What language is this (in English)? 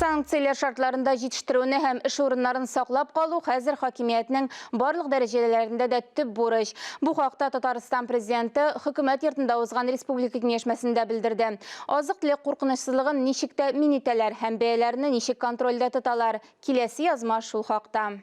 Tatar